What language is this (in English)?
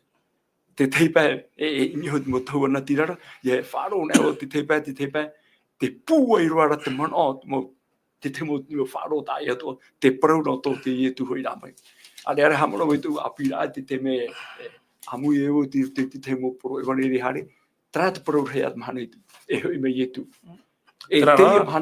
Tahitian